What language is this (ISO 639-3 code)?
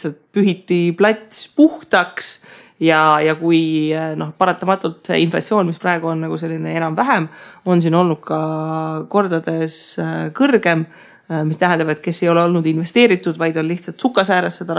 est